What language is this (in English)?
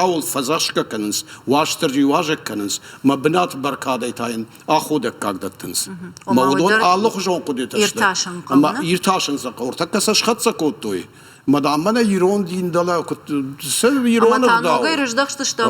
Ossetic